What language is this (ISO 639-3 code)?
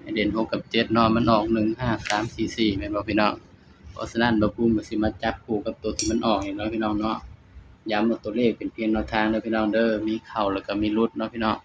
tts